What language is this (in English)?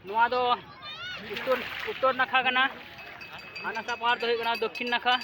Santali